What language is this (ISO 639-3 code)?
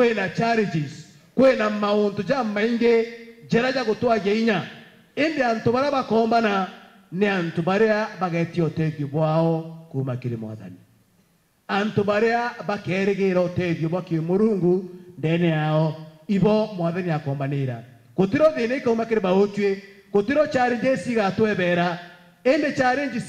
mer